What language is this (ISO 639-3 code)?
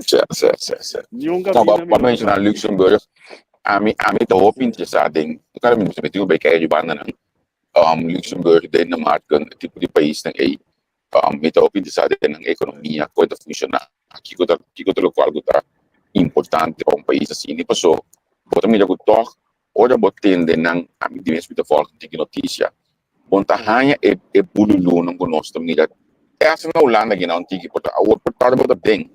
pap